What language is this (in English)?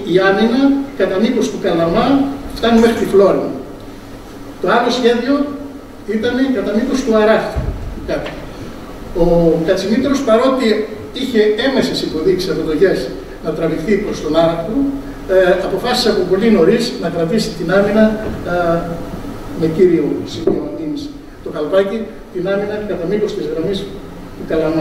Greek